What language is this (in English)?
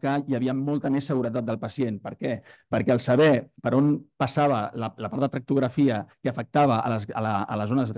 Catalan